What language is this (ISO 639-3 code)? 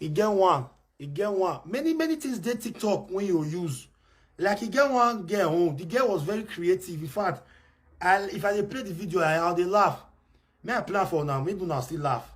pcm